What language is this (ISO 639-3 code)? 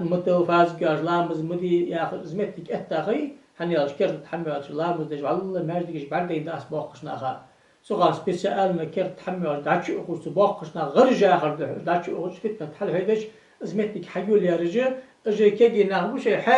inh